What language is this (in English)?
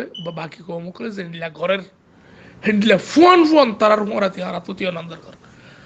Rohingya